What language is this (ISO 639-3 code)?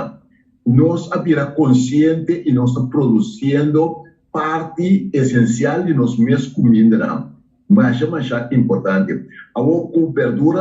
pap